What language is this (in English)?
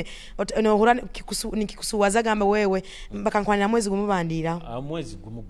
Nyoro